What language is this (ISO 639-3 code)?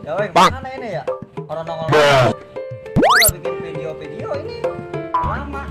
bew